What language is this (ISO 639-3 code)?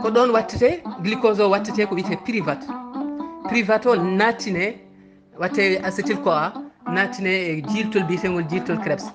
ful